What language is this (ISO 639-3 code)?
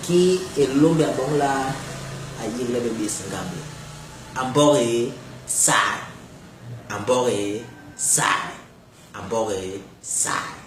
bas